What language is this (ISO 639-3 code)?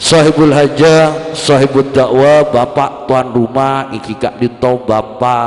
mad